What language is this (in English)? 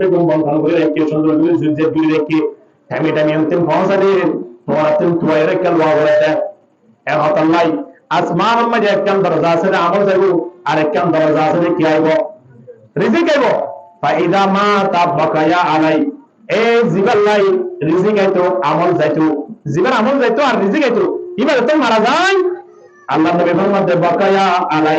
Rohingya